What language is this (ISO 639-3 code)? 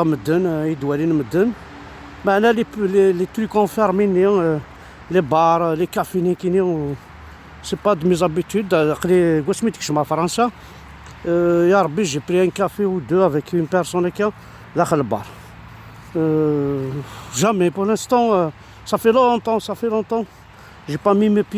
kab